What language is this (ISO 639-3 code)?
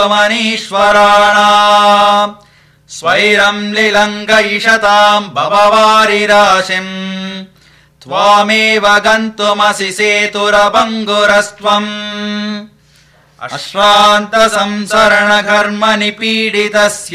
san